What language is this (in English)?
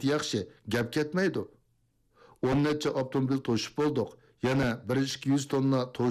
Uyghur